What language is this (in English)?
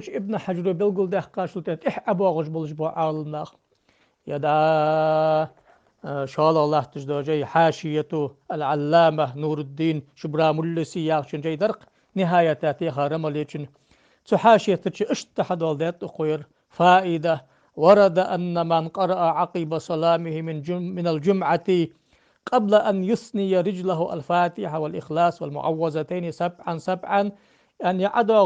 Ingush